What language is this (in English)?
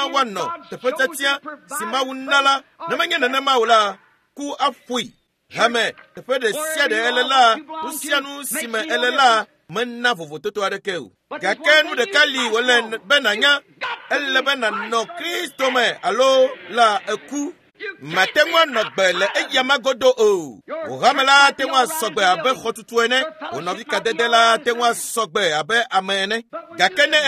Ewe